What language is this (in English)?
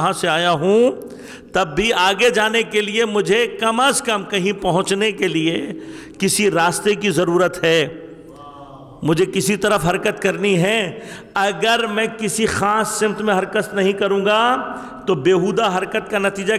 Urdu